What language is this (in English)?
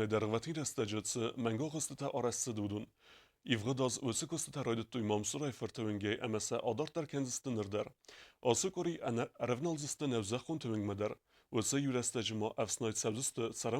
Ossetic